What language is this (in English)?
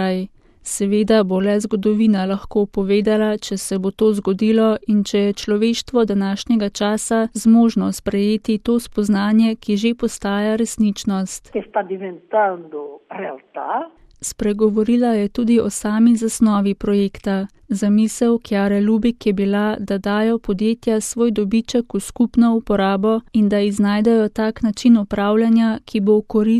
Slovenian